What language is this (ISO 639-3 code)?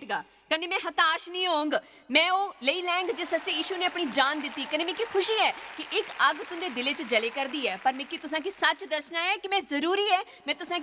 doi